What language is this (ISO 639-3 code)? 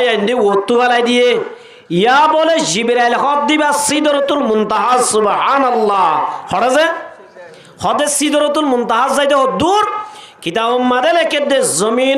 rhg